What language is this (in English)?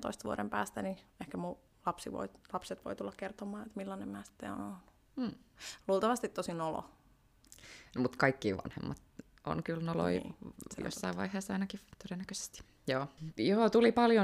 Finnish